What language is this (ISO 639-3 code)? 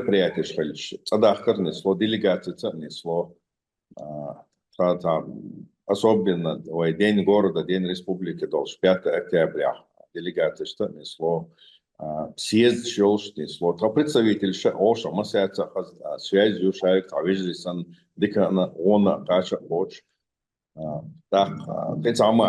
che